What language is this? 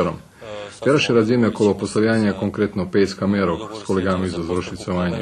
Rusyn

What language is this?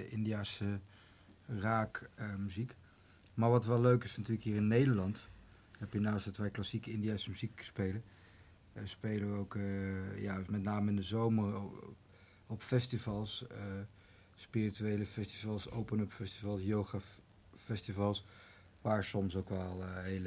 Dutch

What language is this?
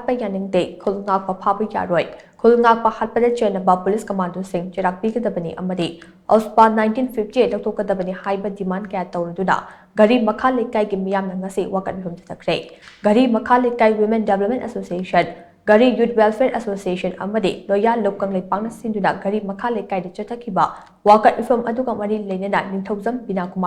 Manipuri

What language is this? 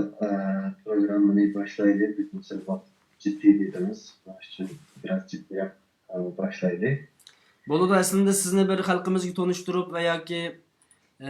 Uyghur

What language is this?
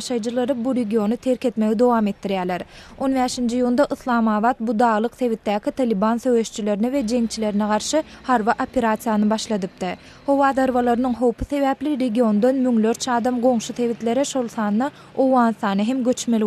Turkmen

